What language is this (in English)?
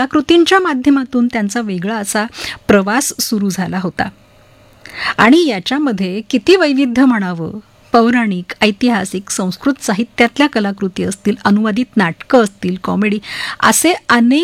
Marathi